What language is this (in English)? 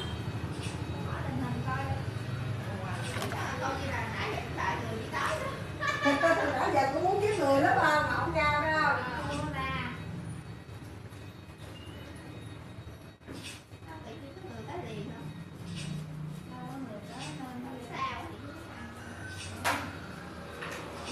Vietnamese